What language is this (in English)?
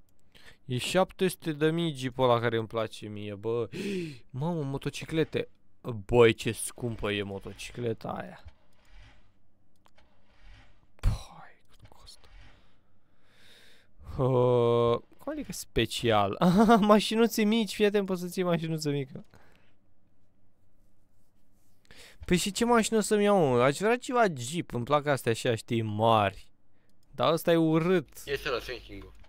Romanian